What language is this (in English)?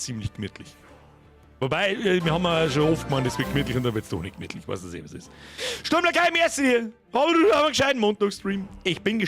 Bavarian